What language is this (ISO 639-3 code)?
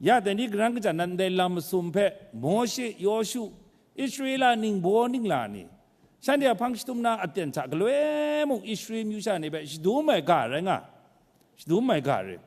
kac